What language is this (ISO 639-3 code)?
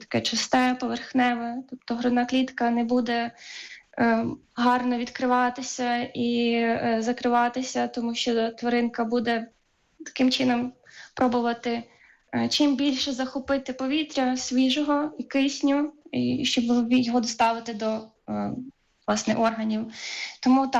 ukr